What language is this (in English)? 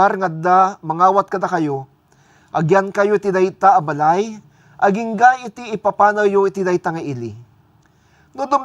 Iloko